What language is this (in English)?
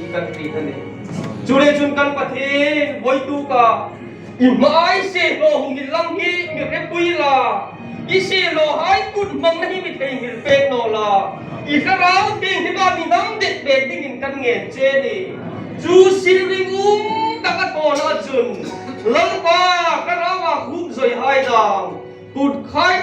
Hmar